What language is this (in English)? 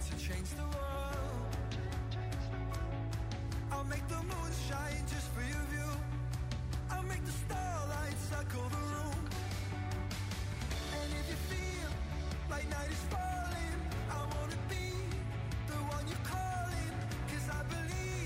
English